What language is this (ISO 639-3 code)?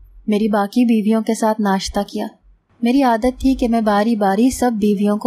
urd